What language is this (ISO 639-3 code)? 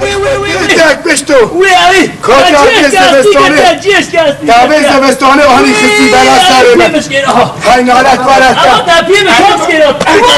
kur